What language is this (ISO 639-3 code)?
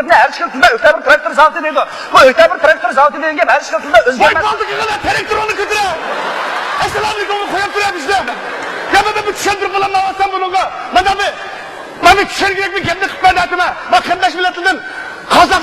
uig